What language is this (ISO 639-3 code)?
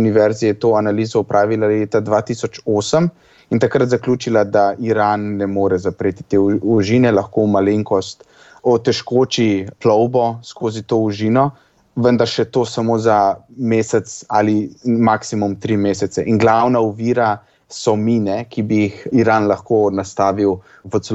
slv